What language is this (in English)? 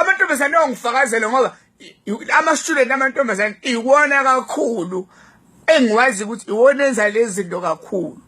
Zulu